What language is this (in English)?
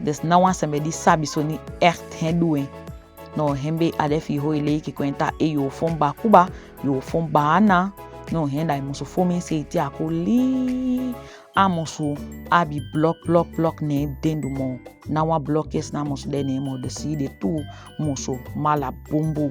Saramaccan